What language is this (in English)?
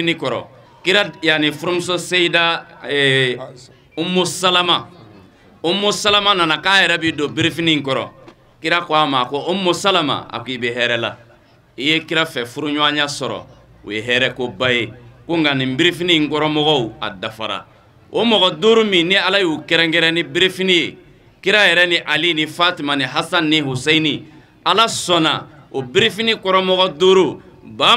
Bambara